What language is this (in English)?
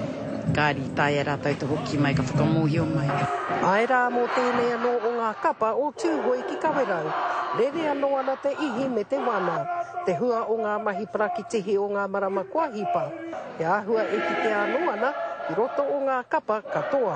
Māori